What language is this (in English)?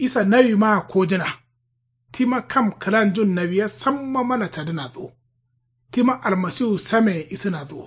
Kanuri